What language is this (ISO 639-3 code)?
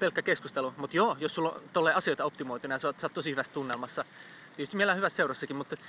fin